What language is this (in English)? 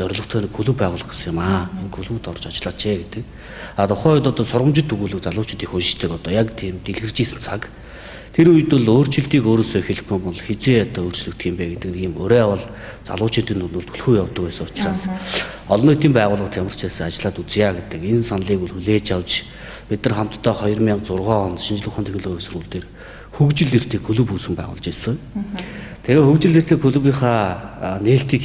Mongolian